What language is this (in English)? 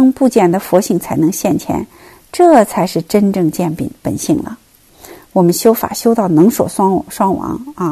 Chinese